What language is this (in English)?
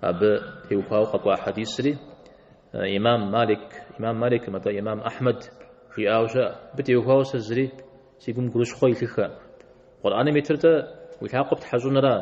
Kabardian